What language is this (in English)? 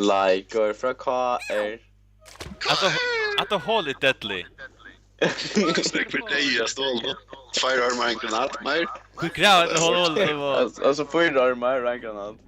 Faroese